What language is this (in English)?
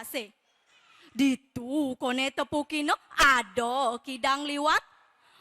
Balinese